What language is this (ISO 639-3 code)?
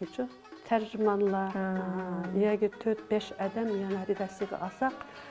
uig